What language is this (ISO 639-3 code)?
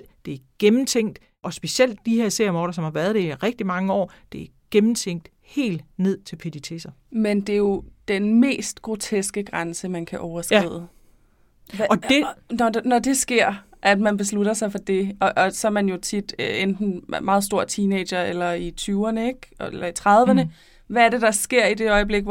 dan